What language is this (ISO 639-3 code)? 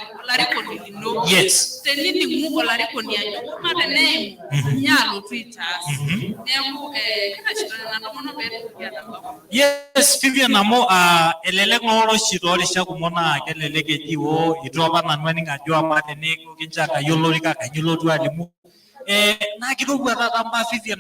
mas